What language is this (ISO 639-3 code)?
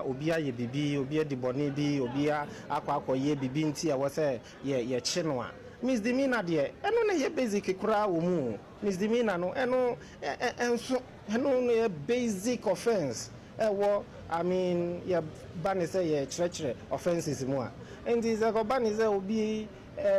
aka